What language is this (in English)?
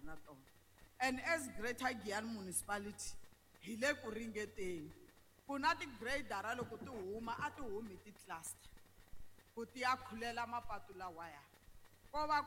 Tsonga